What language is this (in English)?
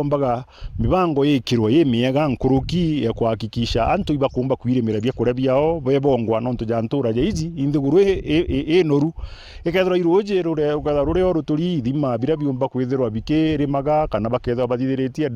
Meru